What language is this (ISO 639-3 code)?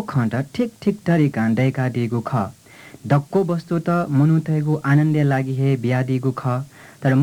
new